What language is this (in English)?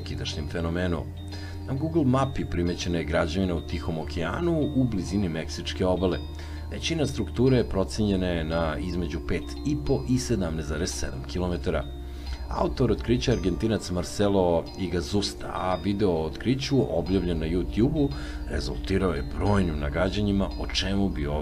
Serbian